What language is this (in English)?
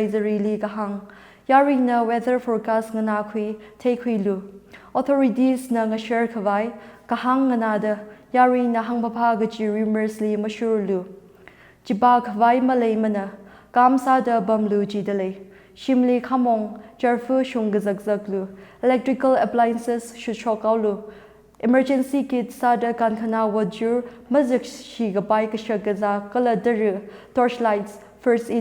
Tangkhul Naga (India)